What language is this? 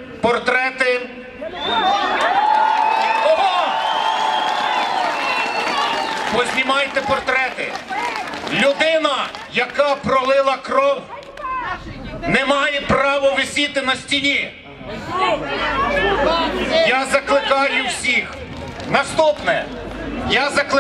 Ukrainian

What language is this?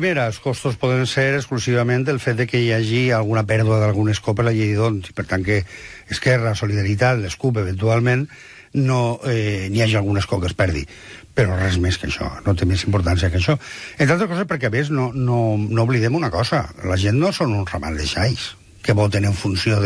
Catalan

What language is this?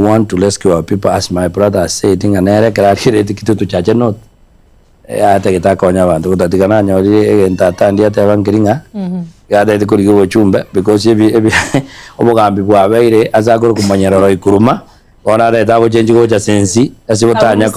Gusii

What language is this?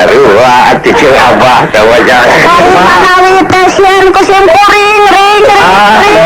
Sundanese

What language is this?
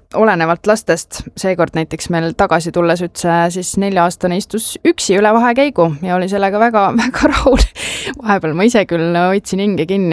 Estonian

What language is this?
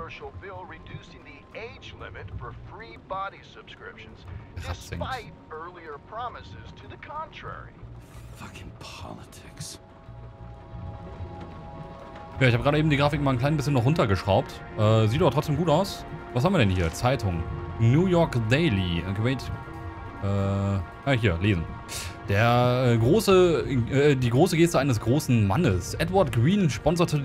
German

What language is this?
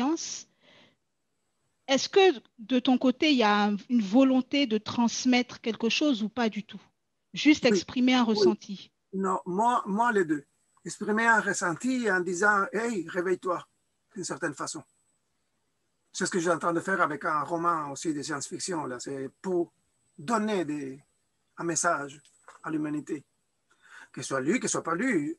French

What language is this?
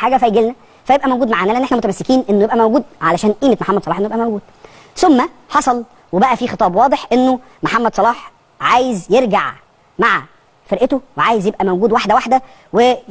Egyptian Arabic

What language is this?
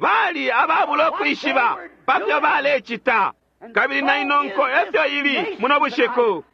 Bemba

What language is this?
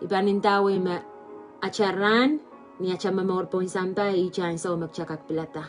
Pohnpeian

